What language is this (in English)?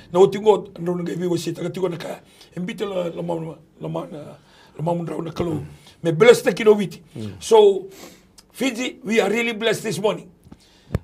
Fijian